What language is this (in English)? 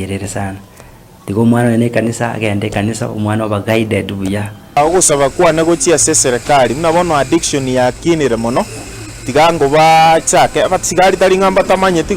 Gusii